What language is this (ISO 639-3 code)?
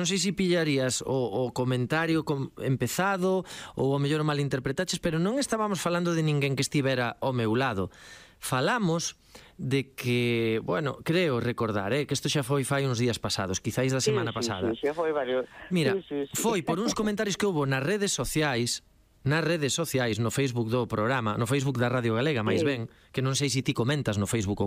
glg